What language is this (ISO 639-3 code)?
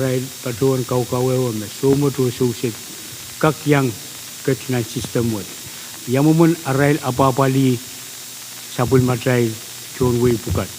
pon